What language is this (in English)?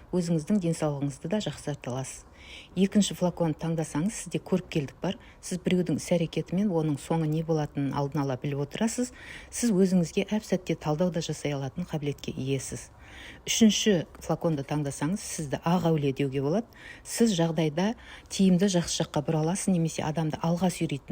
Kazakh